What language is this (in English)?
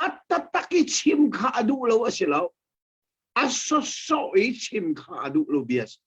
Hakha Chin